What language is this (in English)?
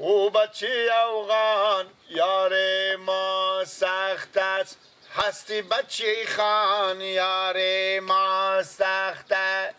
Persian